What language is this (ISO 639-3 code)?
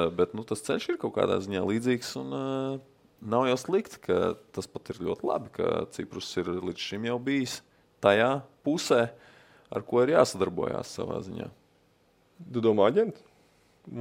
lav